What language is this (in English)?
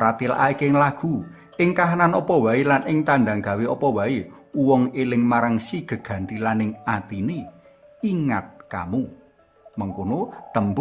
Javanese